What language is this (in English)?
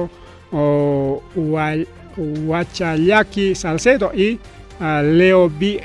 Ayacucho Quechua